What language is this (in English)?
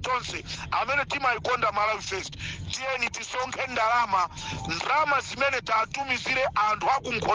Nyanja